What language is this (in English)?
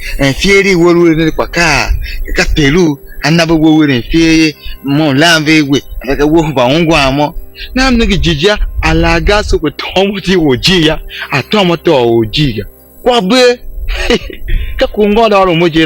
Tiv